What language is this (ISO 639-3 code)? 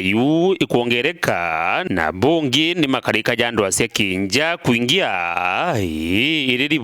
mer